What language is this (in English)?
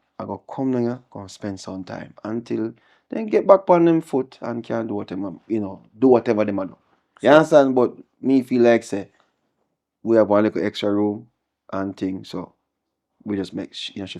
Jamaican Creole English